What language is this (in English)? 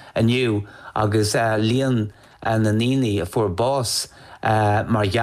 Irish